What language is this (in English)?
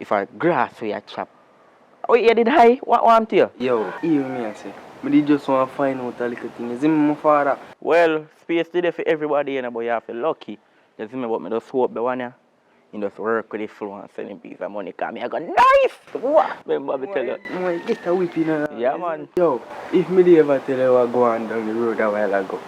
Jamaican Creole English